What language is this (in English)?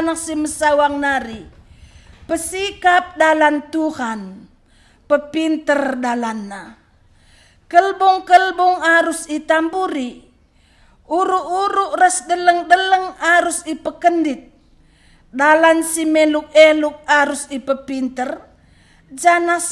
Batak Karo